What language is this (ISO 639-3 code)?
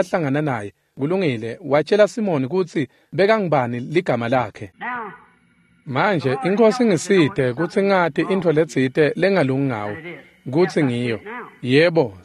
ssw